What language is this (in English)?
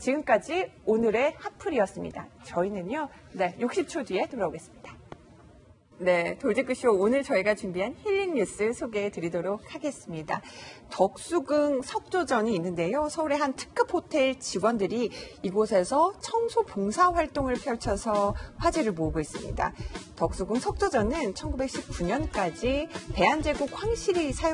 Korean